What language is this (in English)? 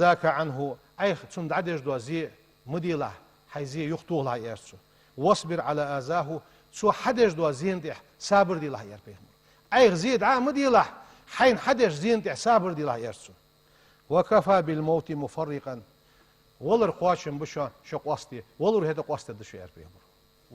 Ingush